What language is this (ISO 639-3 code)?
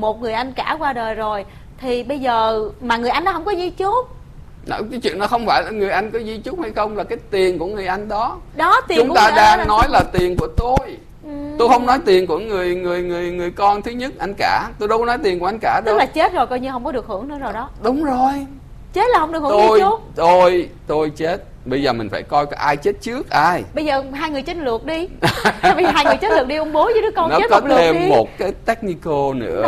vie